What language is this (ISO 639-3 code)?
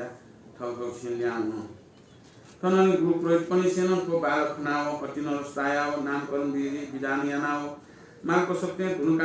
new